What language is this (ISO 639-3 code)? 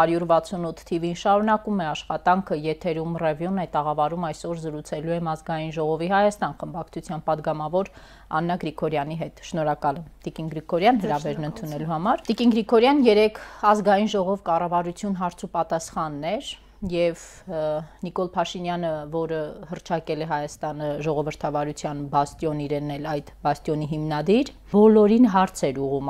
hye